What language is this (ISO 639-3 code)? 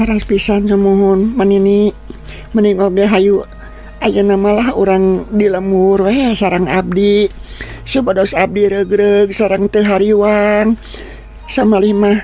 sun